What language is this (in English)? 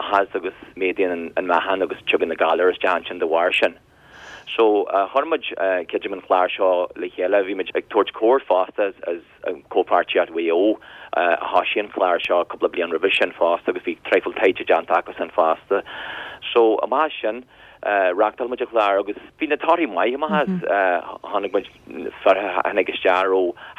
Irish